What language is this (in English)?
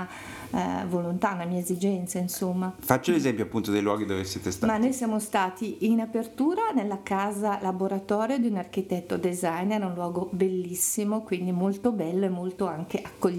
Italian